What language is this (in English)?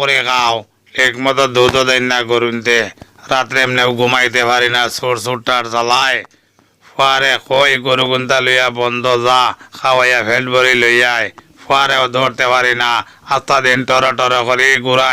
Sylheti